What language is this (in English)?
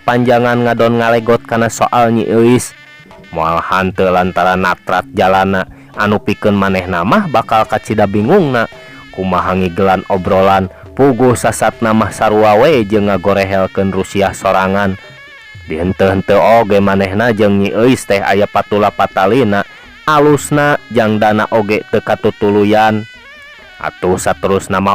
Sundanese